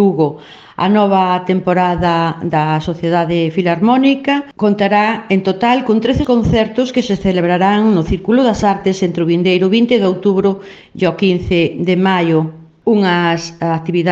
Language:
Galician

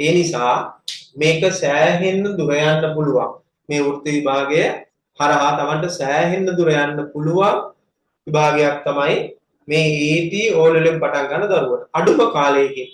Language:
Sinhala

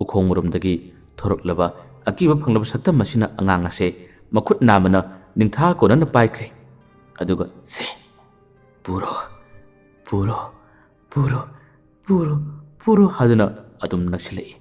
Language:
Manipuri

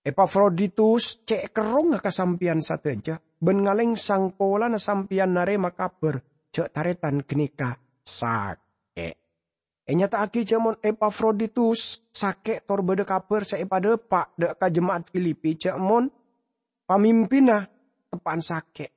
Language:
Madurese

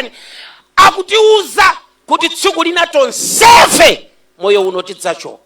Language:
Nyanja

